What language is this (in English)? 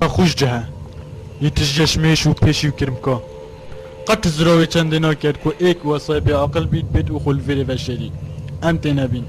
Kurdish